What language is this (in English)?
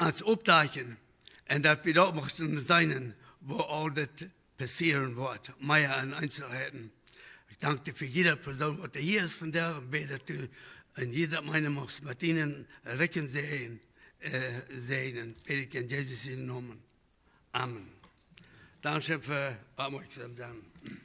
Plautdietsch